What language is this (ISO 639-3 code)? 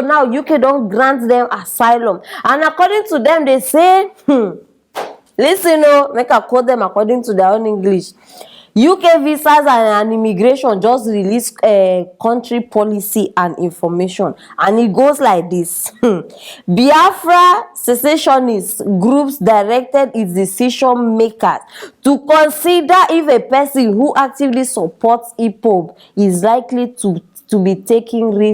pcm